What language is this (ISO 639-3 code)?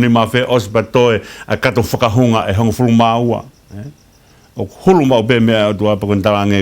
ton